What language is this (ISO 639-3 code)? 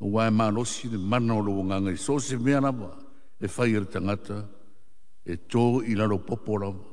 smo